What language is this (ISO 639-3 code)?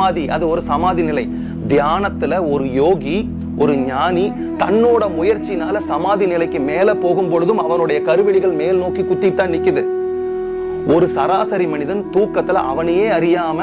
tam